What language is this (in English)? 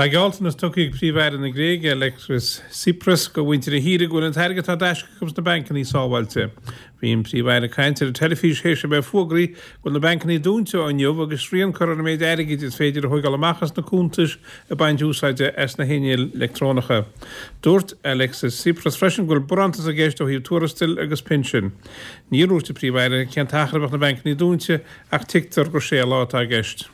Irish